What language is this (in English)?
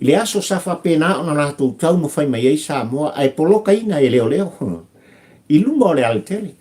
Samoan